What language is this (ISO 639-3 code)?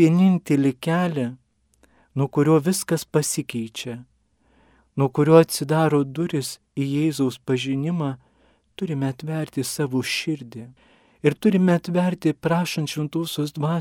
lit